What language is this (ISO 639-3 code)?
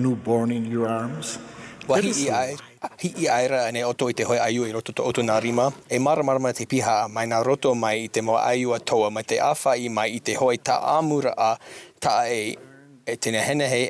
tah